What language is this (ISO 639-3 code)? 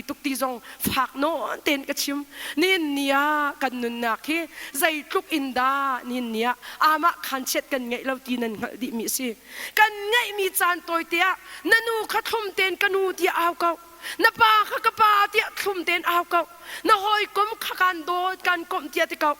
cnh